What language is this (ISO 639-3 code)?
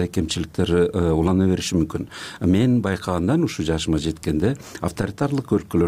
kir